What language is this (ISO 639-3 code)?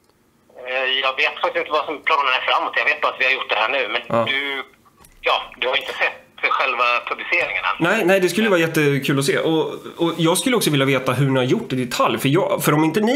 swe